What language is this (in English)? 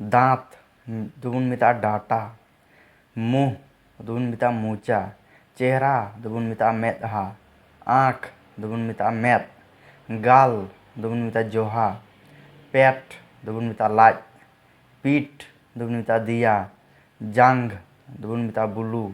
Santali